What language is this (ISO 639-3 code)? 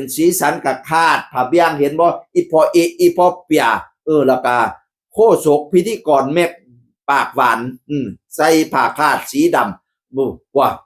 tts